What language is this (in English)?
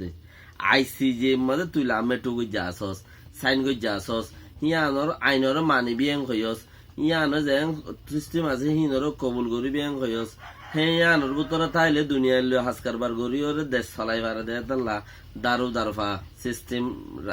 Rohingya